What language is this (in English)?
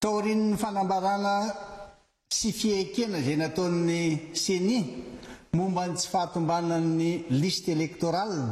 Malagasy